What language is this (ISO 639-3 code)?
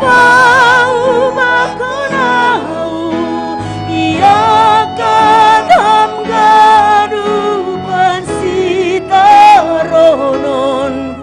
bts